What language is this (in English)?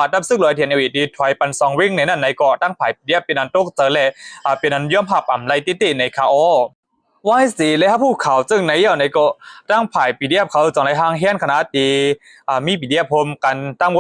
Shan